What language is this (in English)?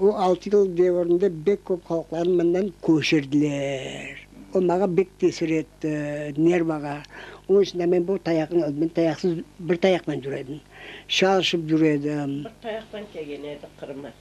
Crimean Tatar